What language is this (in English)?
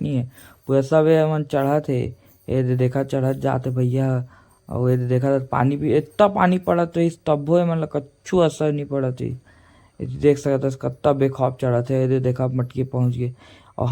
Chhattisgarhi